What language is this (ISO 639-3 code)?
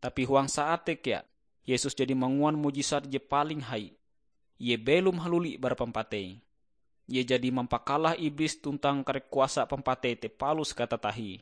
nij